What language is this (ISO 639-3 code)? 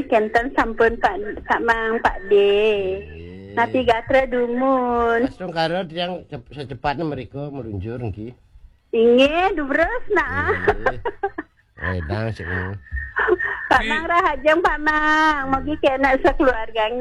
ban